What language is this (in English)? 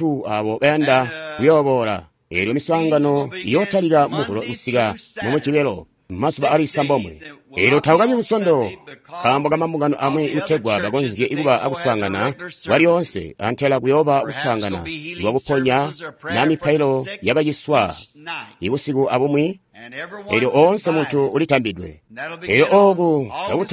Tonga (Zambia)